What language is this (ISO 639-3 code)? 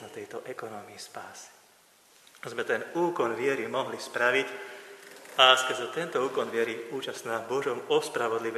slk